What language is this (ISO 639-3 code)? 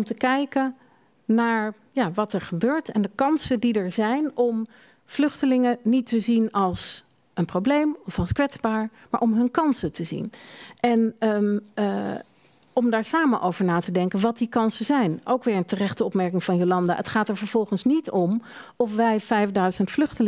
nld